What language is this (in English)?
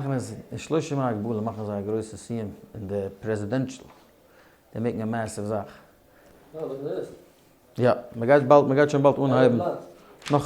Yiddish